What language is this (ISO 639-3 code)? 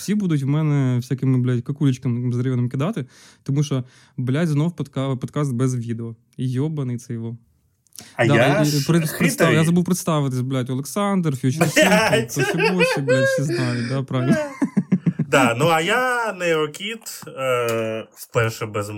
ukr